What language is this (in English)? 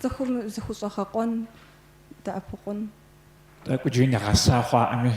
Kabardian